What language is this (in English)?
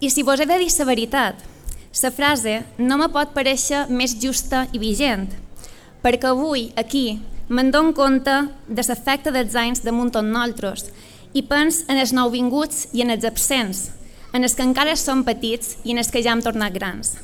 Catalan